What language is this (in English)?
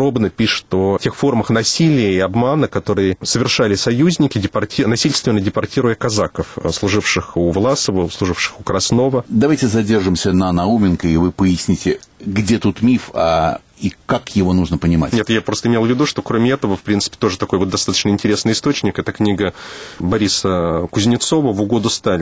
Russian